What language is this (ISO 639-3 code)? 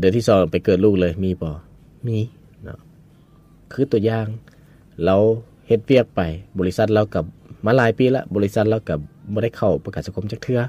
lao